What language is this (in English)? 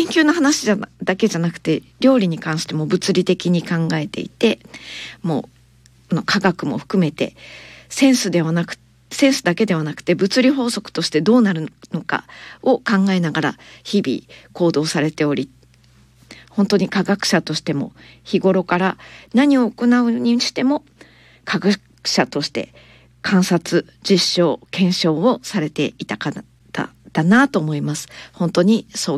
Japanese